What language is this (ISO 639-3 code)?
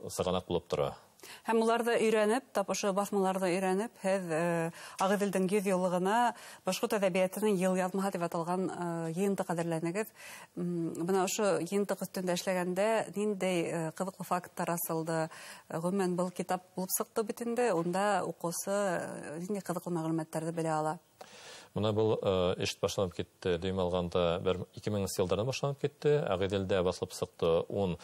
bak